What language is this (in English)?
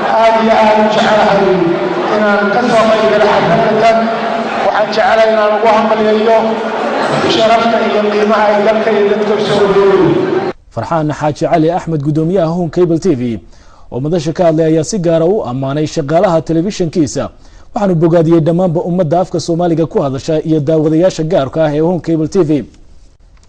Somali